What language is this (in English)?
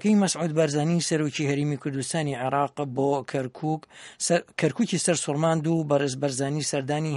Central Kurdish